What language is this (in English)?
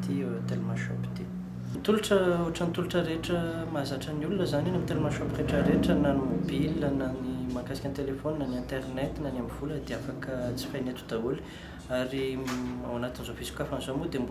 Malagasy